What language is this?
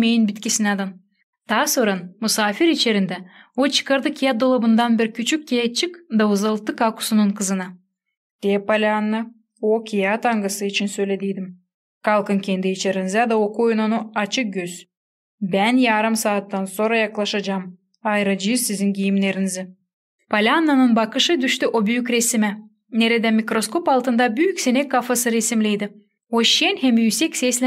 Gagauz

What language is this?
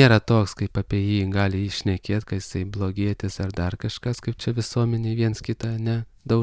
Lithuanian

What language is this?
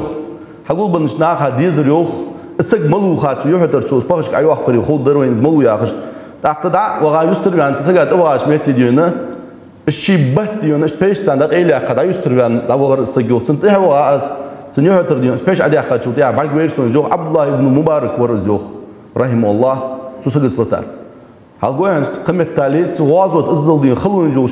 Ingush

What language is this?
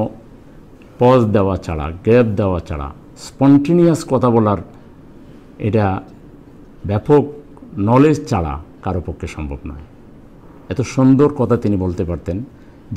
Bangla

